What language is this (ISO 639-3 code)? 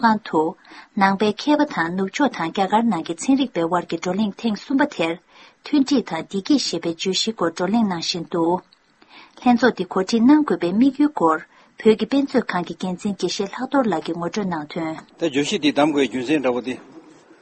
bod